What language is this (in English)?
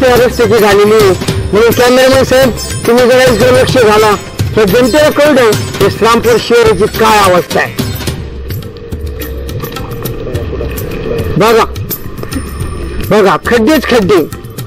Marathi